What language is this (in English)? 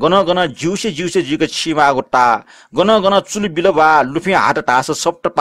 Newari